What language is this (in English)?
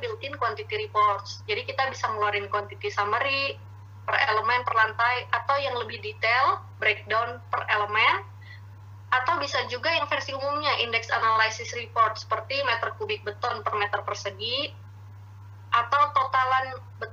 Indonesian